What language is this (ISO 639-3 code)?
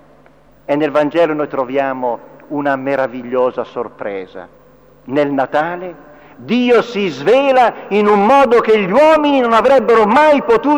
ita